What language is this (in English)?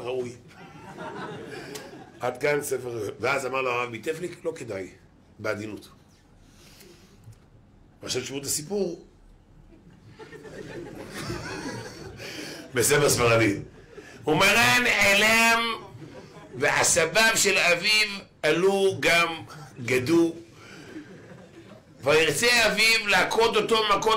Hebrew